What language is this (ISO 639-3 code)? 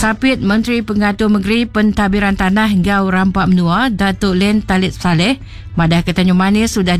iba